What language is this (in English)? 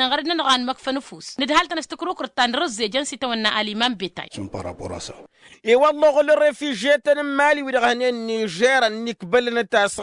Tamasheq